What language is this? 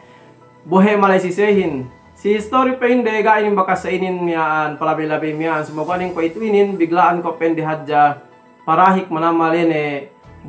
Yakan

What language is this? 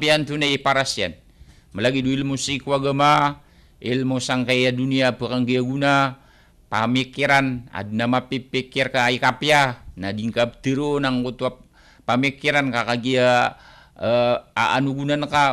Maranao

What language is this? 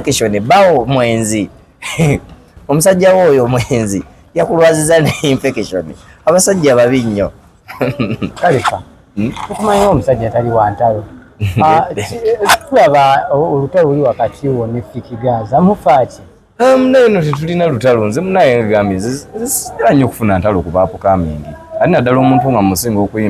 Ganda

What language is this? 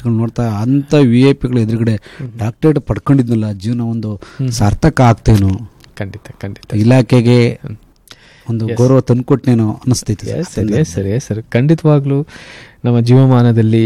Kannada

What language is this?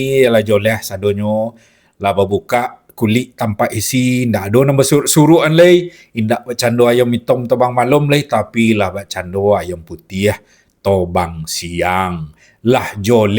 Minangkabau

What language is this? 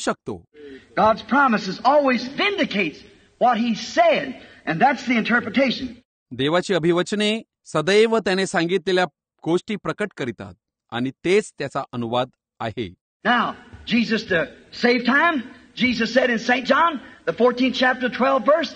Marathi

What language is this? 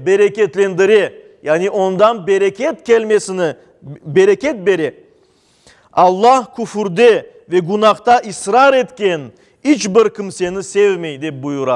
Crimean Tatar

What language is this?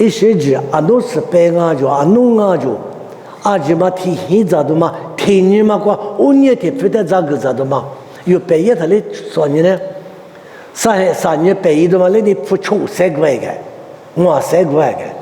Lisu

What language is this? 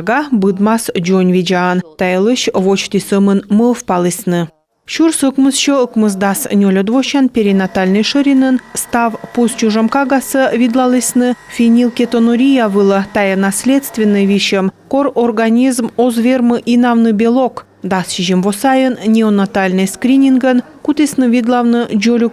Komi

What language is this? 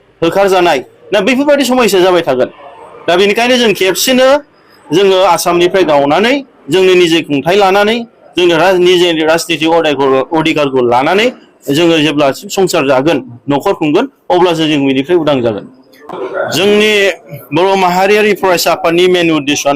Bodo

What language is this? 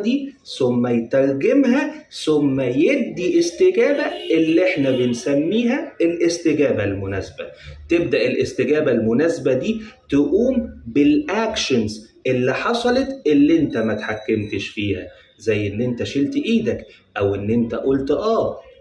Egyptian Arabic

